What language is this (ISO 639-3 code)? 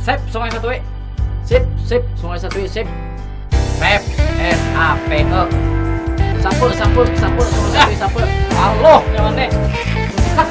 bjn